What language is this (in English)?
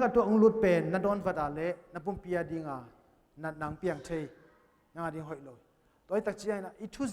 Tedim Chin